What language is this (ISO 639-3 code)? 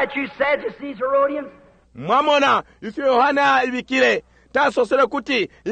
bem